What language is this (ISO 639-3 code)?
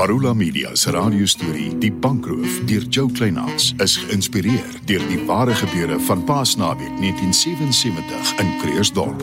afr